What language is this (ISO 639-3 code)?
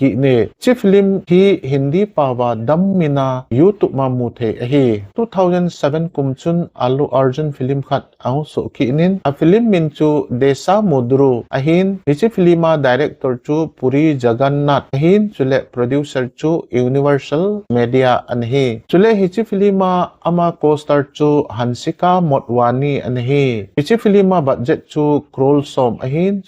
tcz